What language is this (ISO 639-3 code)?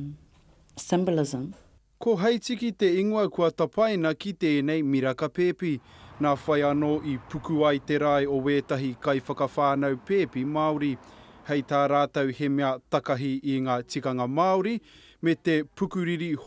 mri